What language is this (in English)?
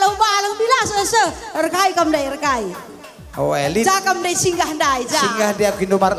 Batak Karo